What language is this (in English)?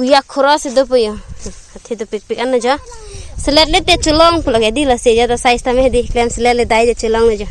Karbi